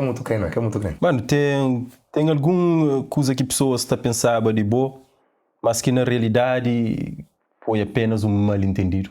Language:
Kabuverdianu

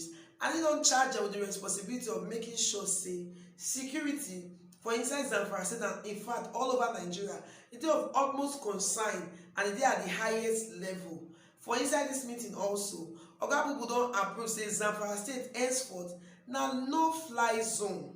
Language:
Nigerian Pidgin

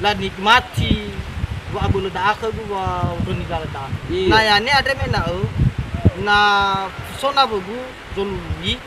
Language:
Nias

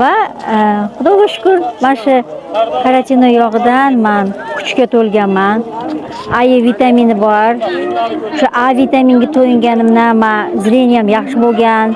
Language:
Uzbek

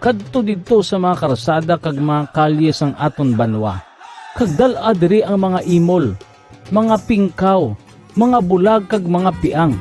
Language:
Hiligaynon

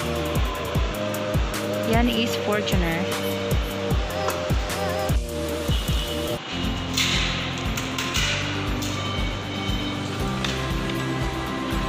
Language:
Filipino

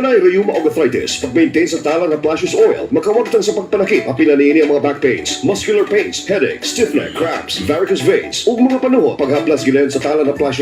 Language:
Cebuano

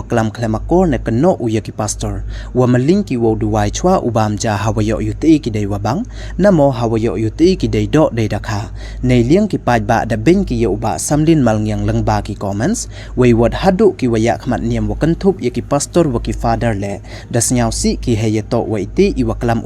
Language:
Pnar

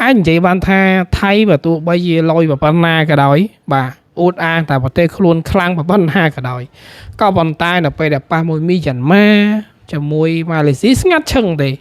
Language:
Khmer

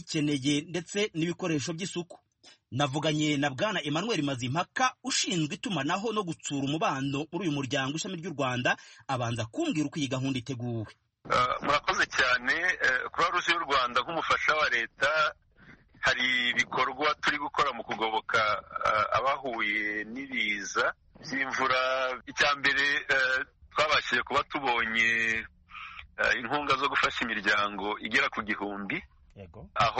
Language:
Kinyarwanda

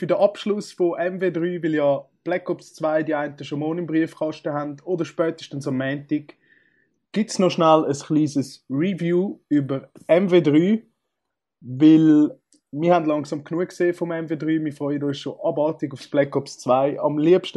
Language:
Swiss German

